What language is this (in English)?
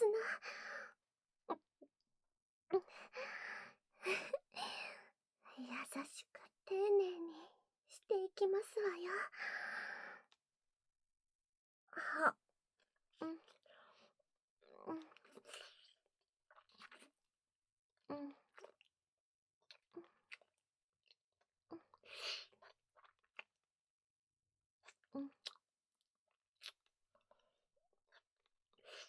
Japanese